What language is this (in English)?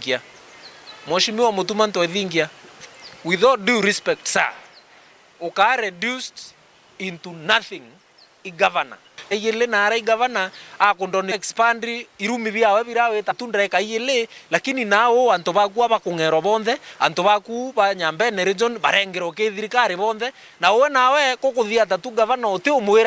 Meru